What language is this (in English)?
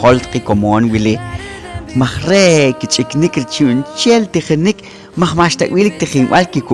Poqomchi'